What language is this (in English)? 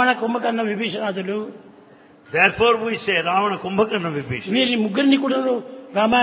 Telugu